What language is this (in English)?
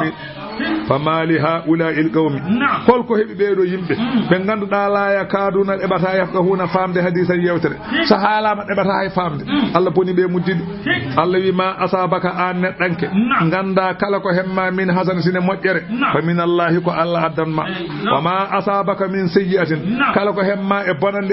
Fula